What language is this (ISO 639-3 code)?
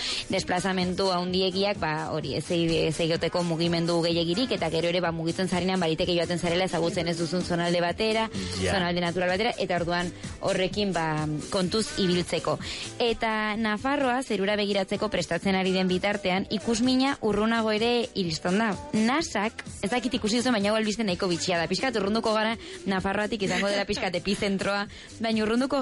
eus